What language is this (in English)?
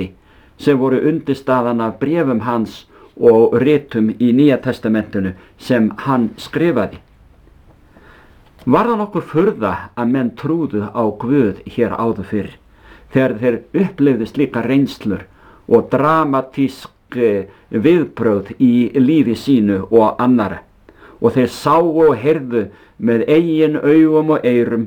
Icelandic